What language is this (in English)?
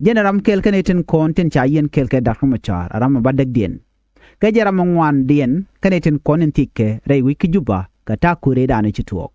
Nuer